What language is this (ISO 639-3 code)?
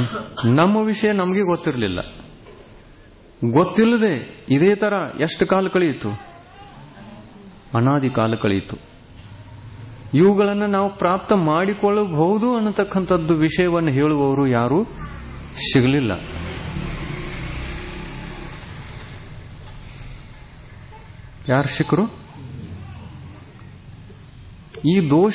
kan